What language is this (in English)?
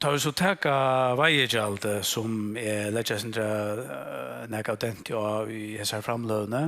Faroese